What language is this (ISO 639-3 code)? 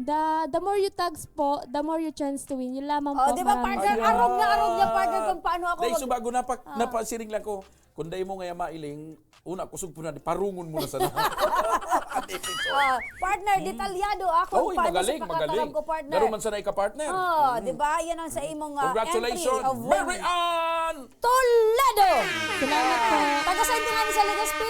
bik